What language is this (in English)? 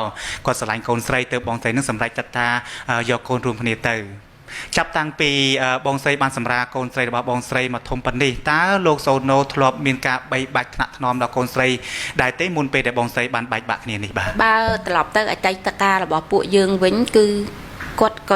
Khmer